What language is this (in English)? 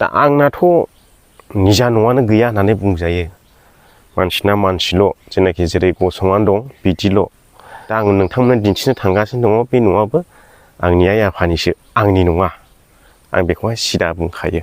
Bodo